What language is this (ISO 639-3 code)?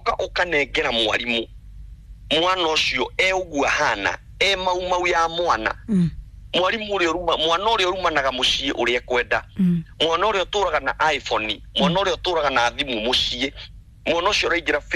kik